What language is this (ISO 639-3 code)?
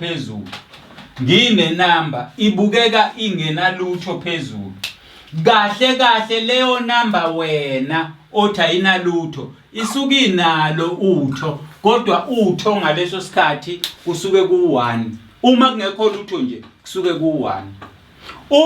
zul